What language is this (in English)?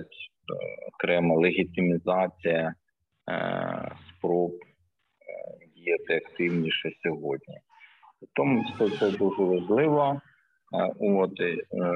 Ukrainian